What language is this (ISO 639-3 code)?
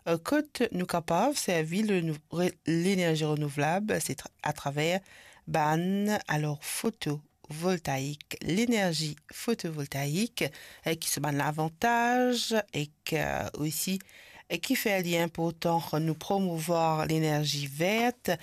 mfe